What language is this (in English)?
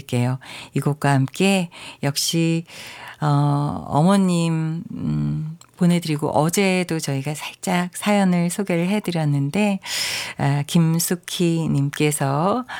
Korean